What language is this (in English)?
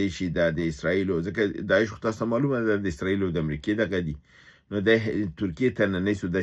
Pashto